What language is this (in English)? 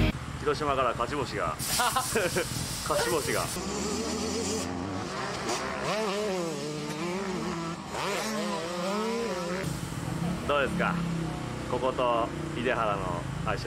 Japanese